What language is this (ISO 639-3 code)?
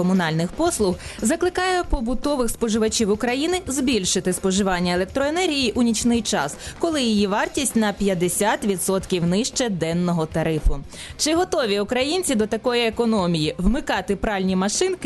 ukr